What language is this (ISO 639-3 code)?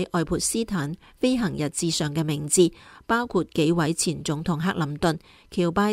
yue